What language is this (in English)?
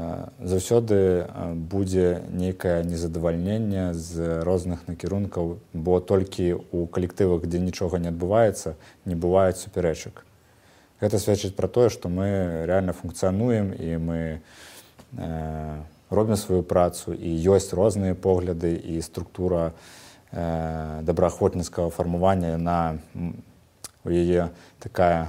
Belarusian